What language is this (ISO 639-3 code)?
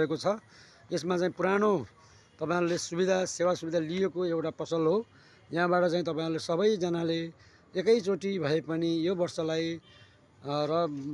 nep